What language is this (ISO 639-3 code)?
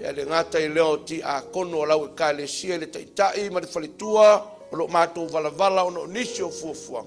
smo